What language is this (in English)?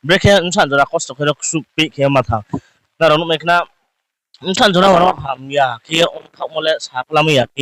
Riang (India)